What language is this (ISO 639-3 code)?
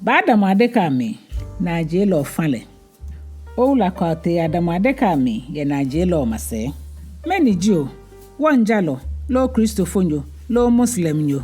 gaa